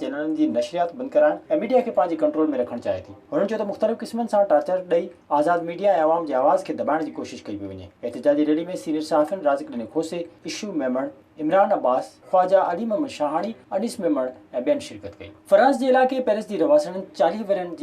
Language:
Sindhi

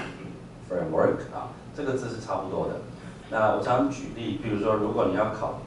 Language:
Chinese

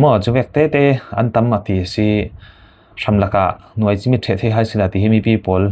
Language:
Falam Chin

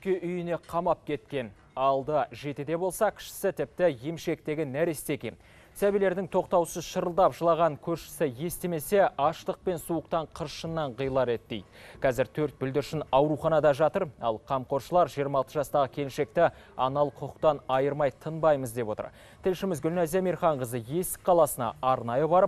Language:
Kazakh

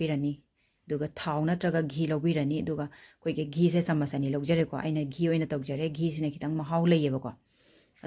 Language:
Manipuri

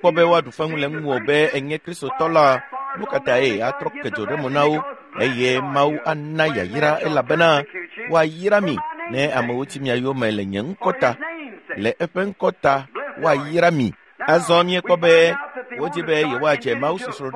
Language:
Ewe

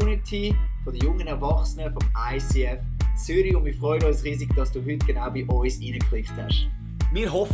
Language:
Swiss German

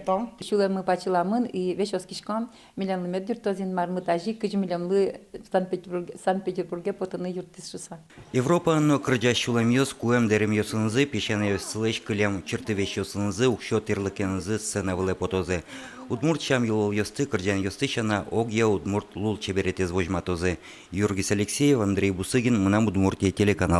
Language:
Udmurt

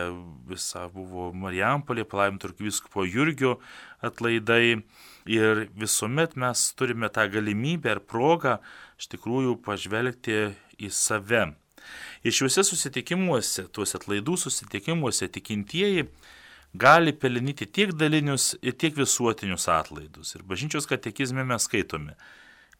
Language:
Lithuanian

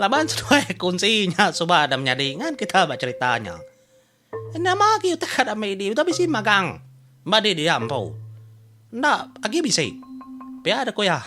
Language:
Iban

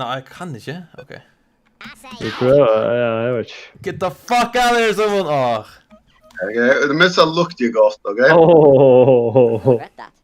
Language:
Faroese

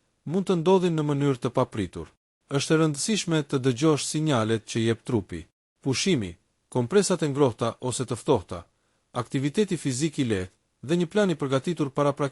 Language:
Albanian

